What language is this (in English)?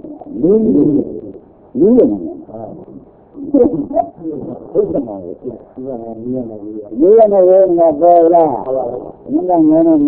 Burmese